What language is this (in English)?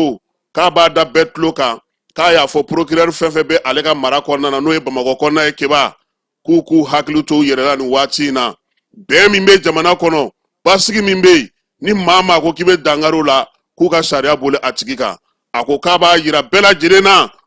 Bambara